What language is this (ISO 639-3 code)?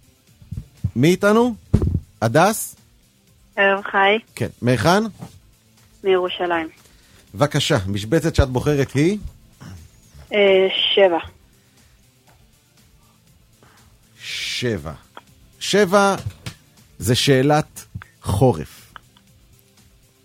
heb